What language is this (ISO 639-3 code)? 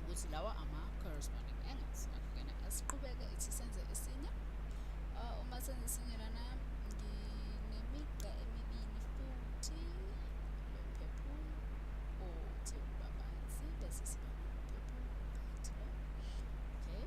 zul